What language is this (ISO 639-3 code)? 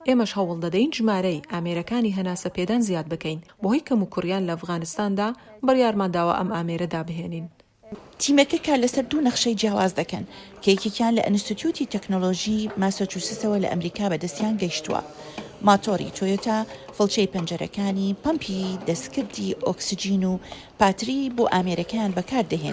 ckb